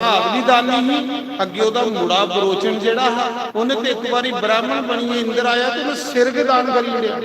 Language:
Dogri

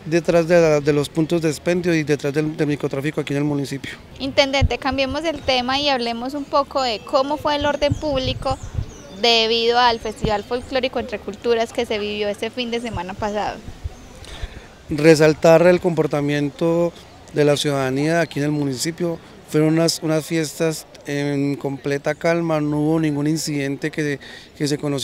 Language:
Spanish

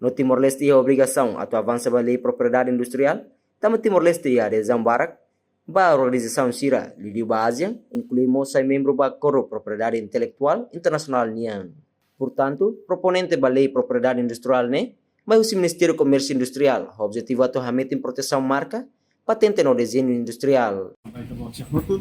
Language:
Tetum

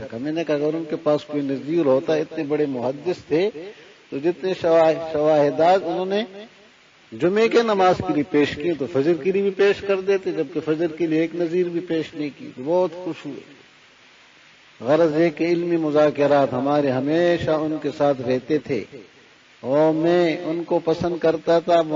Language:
Urdu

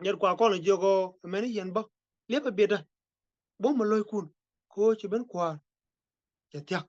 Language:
Nuer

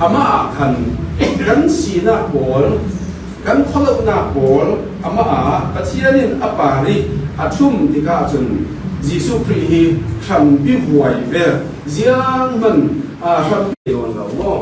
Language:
Falam Chin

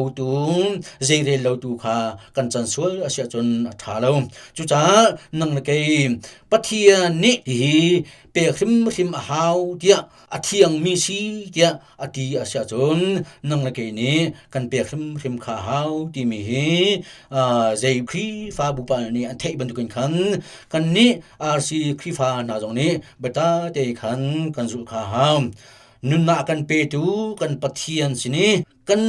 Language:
Hakha Chin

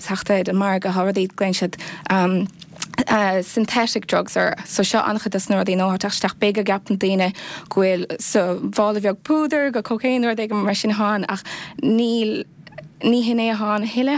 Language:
Irish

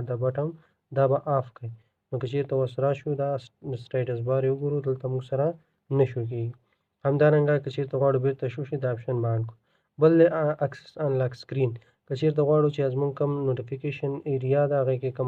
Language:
Pashto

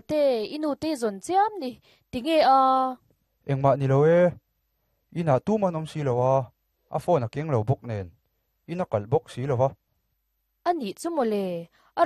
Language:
Mizo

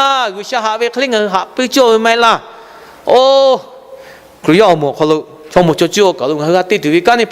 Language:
Lahu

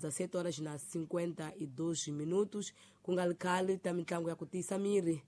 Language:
Tsonga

